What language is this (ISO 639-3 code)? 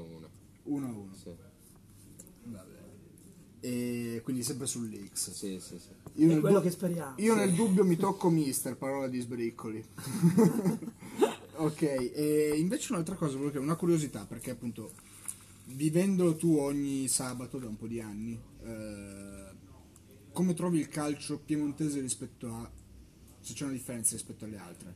ita